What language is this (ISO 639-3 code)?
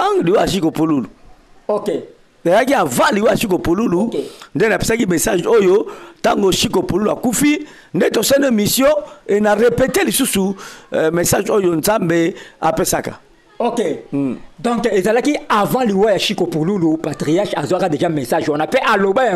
lin